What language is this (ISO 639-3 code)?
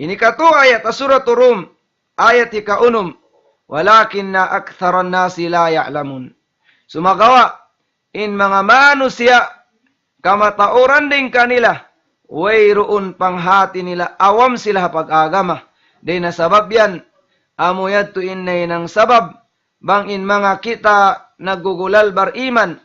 tsg